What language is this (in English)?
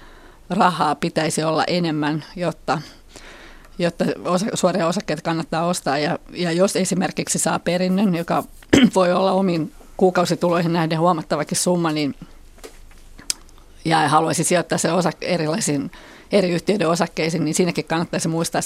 Finnish